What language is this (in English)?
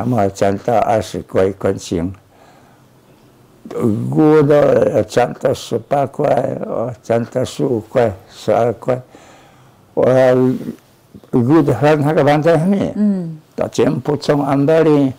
Taroko